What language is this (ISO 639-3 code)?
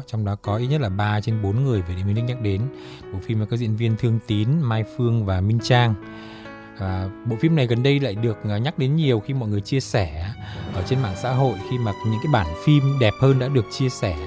vie